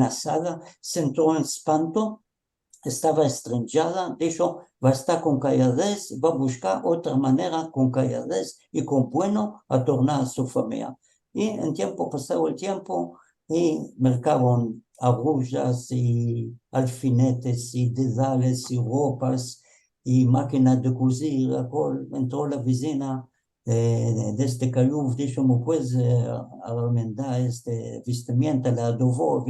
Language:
Ladino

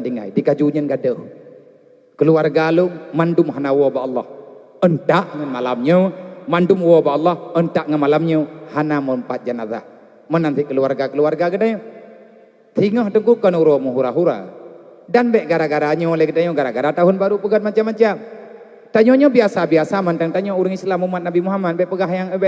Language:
Achinese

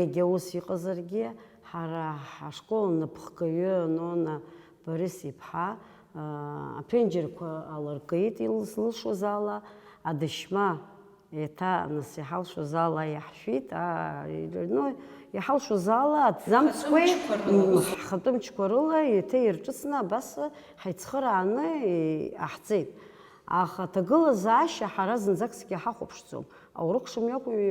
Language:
Abkhazian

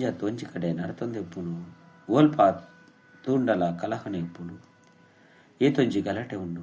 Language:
Tulu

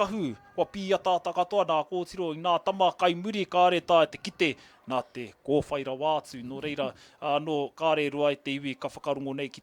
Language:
Māori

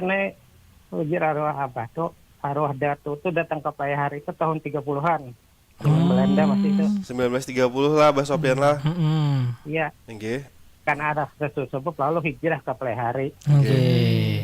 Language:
Banjar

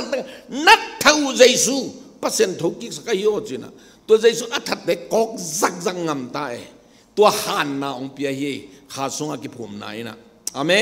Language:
Tedim Chin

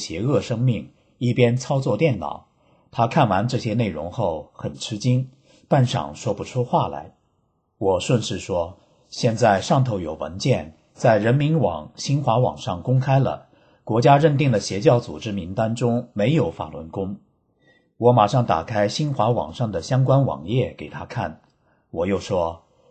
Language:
Chinese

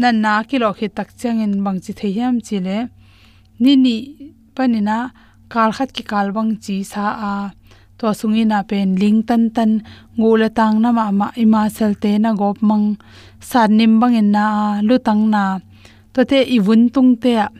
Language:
Tedim Chin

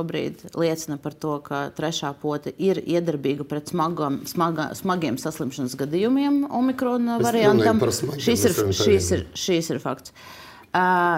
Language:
Latvian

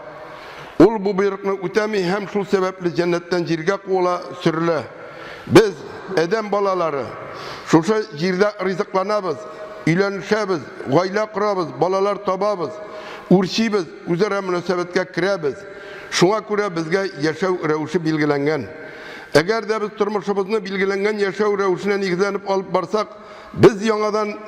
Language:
Tatar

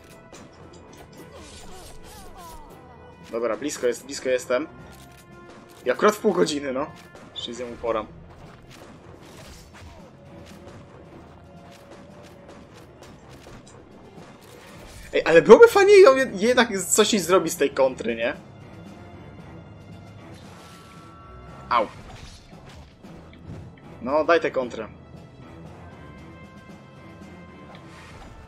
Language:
Polish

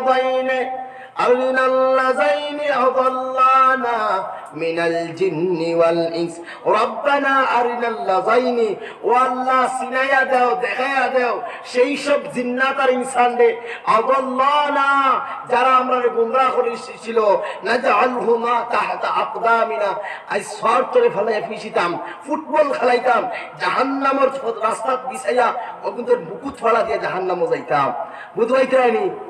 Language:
Sylheti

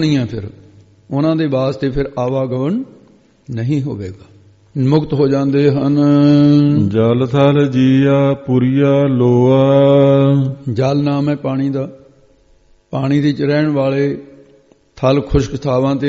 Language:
Punjabi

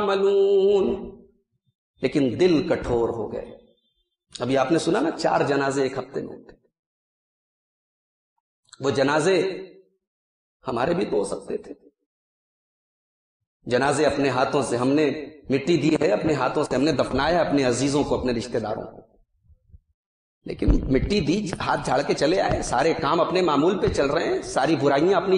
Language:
Urdu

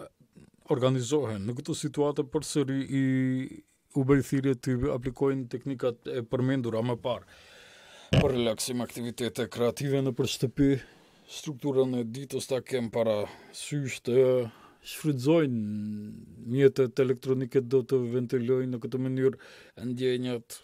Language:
Macedonian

